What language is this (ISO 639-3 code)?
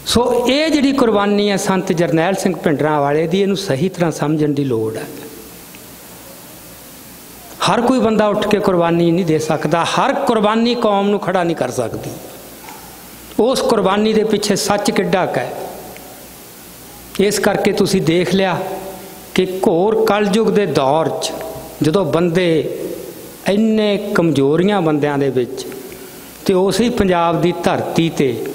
pan